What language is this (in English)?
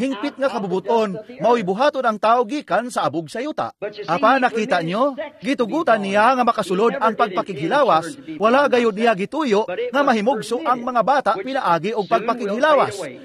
Cebuano